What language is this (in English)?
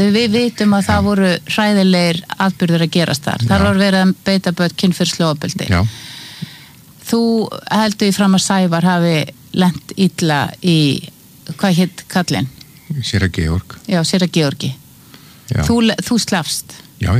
Icelandic